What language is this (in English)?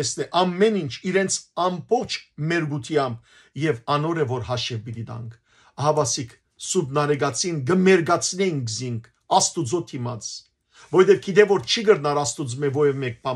Western Armenian